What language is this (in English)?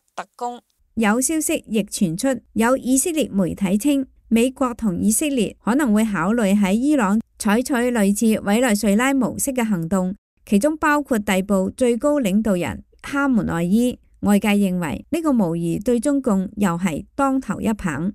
Cantonese